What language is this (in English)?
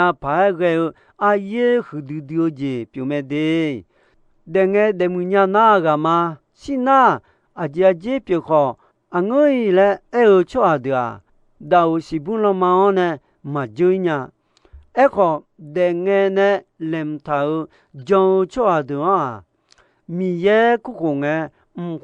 Akha